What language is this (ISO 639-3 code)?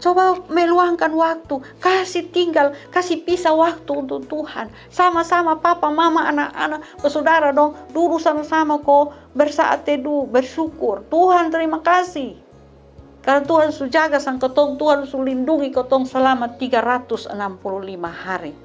mkn